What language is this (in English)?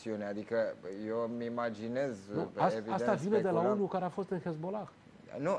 Romanian